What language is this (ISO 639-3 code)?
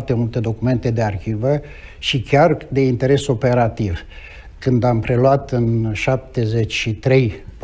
ron